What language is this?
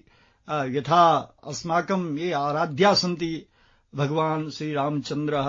Sanskrit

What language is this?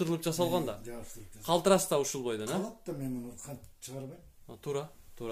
Kyrgyz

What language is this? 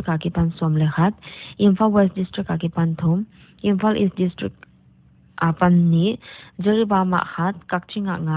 Paite Chin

